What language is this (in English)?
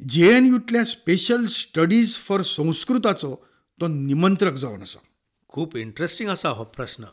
Konkani